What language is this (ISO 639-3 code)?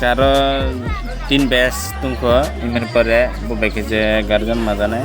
trp